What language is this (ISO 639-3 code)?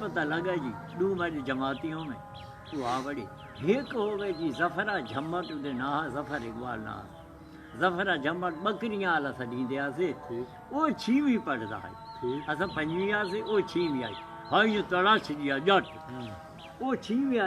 skr